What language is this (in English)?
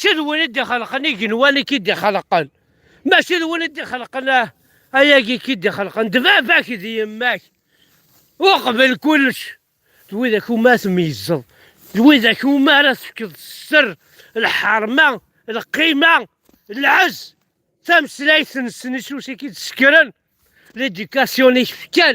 Kabyle